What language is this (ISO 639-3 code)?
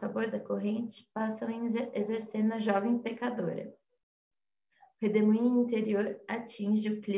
por